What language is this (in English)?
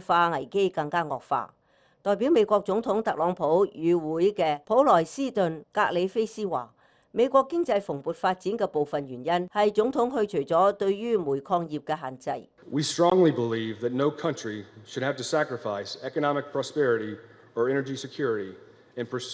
Cantonese